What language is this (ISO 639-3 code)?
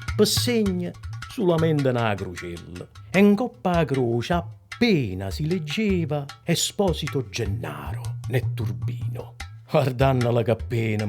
nap